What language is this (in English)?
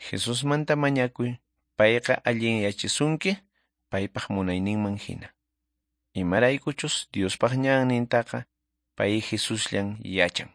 Quechua